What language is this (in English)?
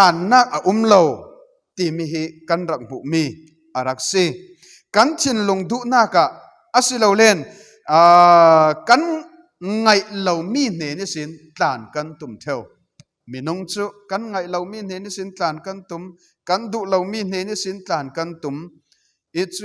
Falam Chin